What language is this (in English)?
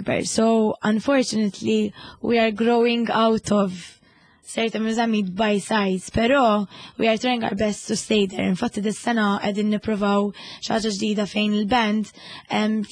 Maltese